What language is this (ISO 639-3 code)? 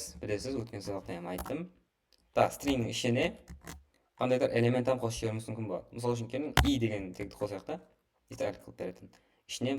kaa